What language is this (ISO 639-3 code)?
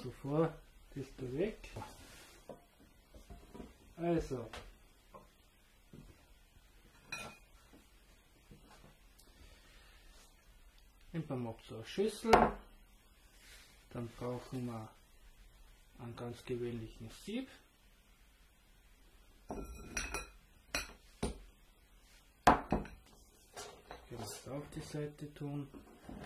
deu